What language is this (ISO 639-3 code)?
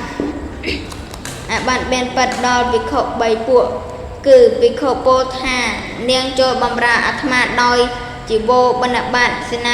khm